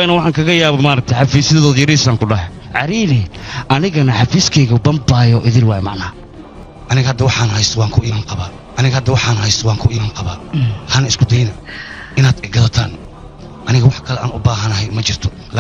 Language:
Somali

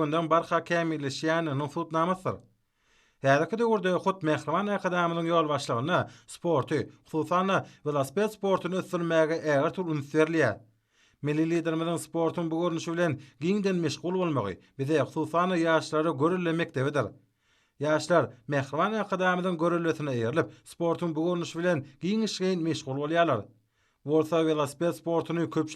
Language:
Turkmen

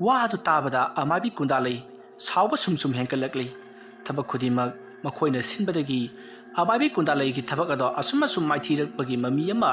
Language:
Manipuri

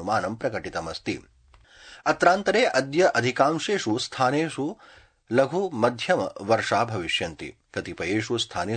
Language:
Sanskrit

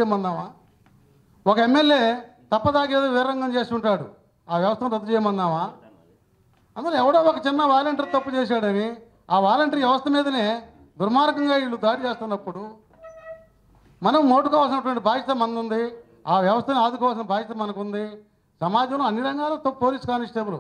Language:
Telugu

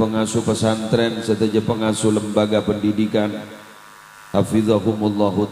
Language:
Madurese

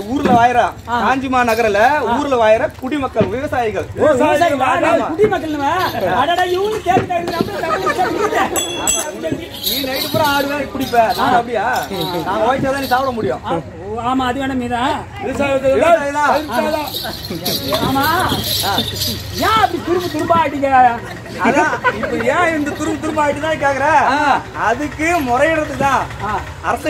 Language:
Tamil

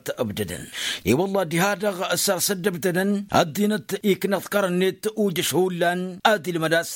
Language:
Tamasheq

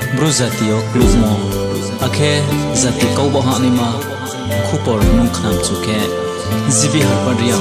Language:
Riang (India)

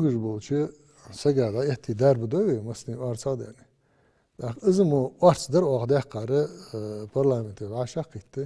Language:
Ingush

